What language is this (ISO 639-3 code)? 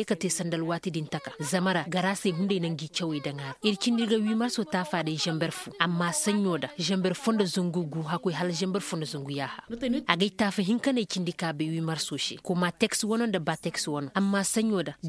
ses